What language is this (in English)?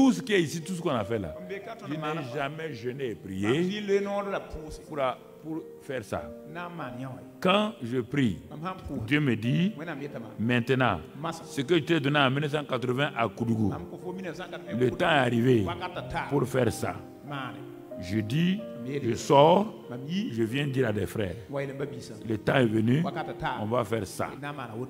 French